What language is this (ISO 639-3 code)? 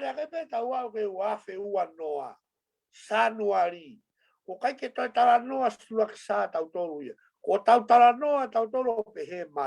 ton